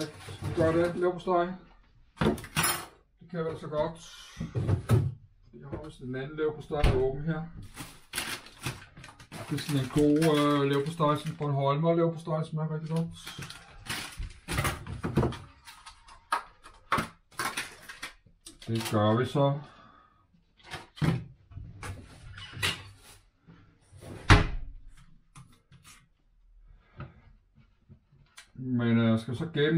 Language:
Danish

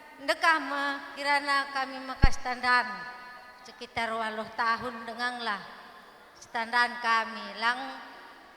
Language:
Batak Karo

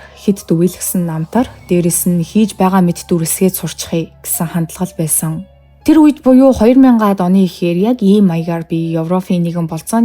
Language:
Mongolian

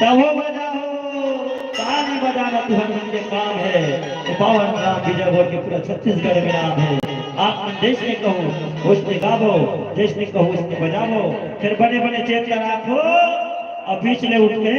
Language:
Chhattisgarhi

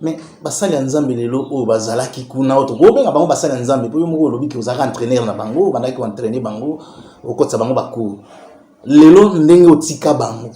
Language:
Lingala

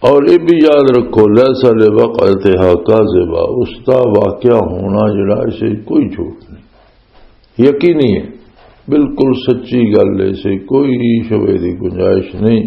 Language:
Western Panjabi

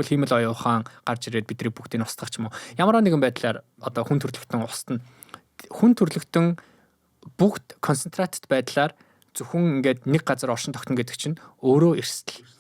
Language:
Mongolian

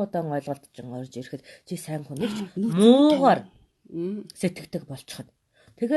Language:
Mongolian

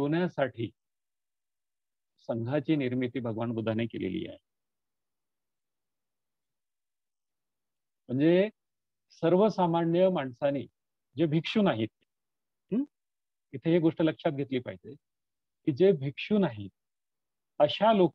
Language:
Marathi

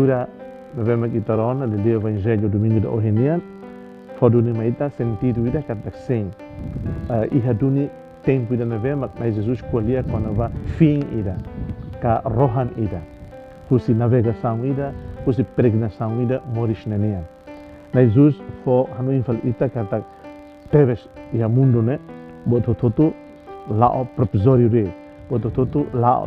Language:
Tetum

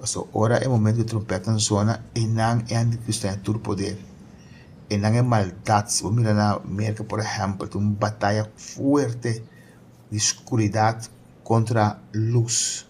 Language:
Papiamento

